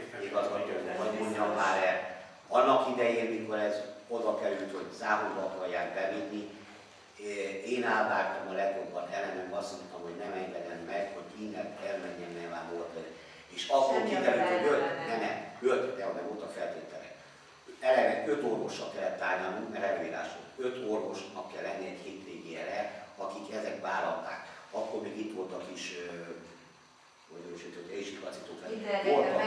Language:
Hungarian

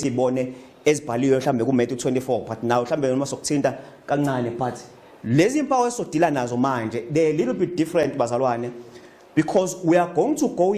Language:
Zulu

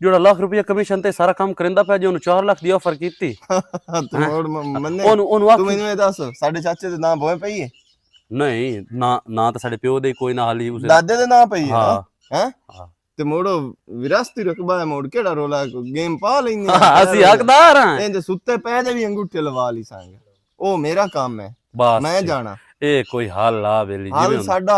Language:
Western Panjabi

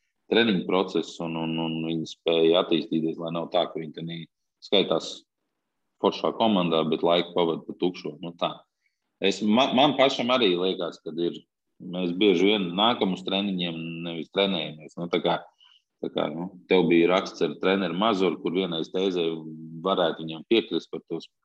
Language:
Latvian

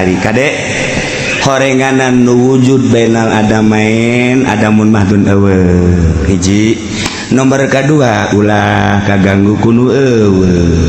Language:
Sundanese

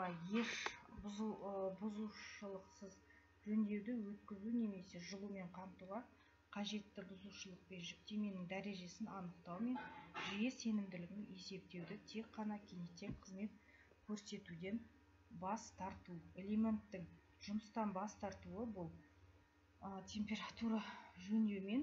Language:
Kazakh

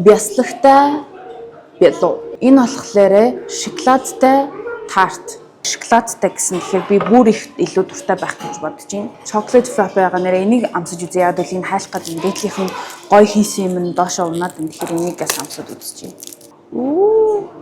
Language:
Mongolian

